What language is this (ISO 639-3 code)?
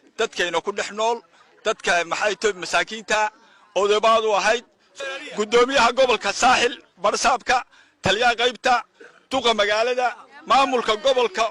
som